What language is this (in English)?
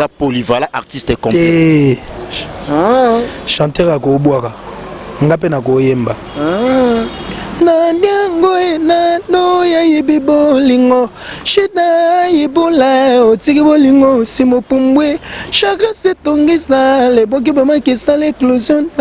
Lingala